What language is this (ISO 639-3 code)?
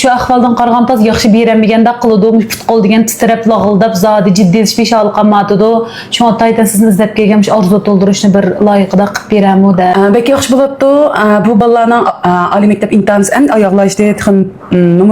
uig